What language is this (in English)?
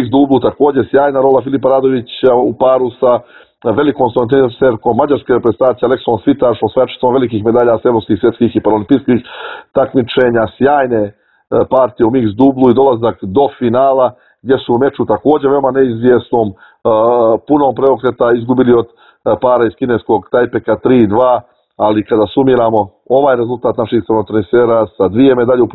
Serbian